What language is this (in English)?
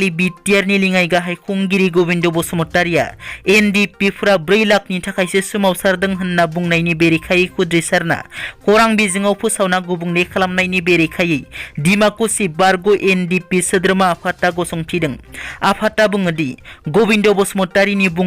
Bodo